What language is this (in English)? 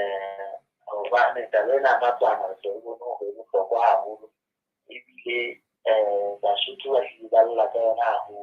Southern Sotho